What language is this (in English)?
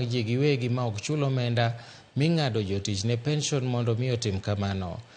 Luo (Kenya and Tanzania)